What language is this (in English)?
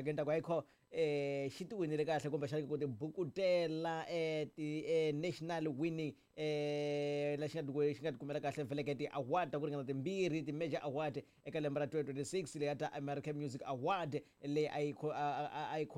Tsonga